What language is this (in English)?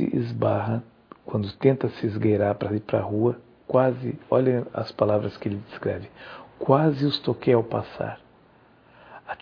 Portuguese